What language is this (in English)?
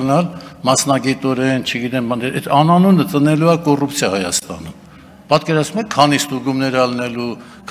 Armenian